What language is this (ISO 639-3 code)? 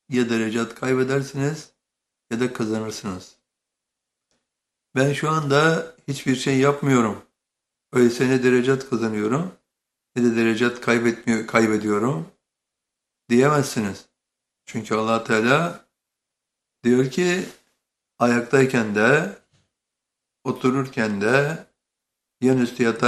tur